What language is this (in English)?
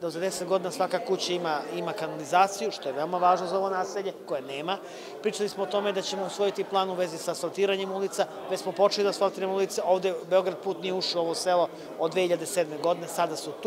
Serbian